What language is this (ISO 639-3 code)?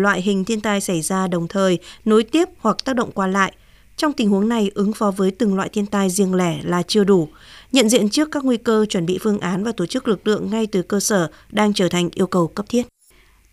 vie